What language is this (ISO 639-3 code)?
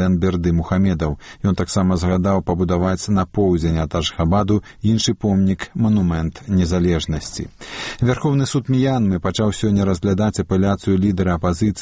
bel